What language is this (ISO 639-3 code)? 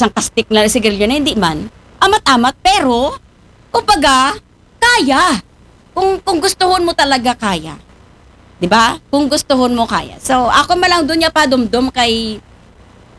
akl